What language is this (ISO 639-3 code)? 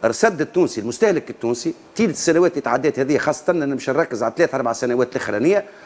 aeb